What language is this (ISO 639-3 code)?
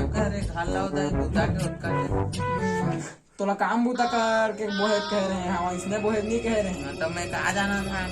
hne